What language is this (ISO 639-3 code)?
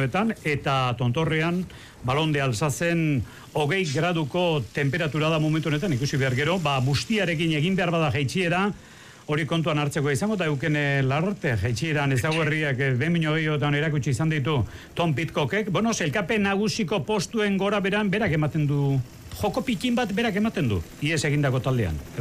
eus